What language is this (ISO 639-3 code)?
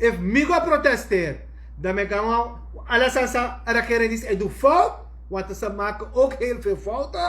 srn